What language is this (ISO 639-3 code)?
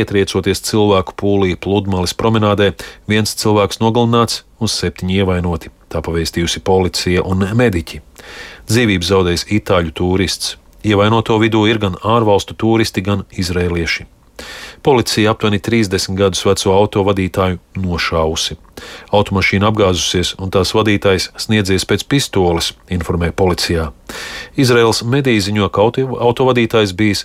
lav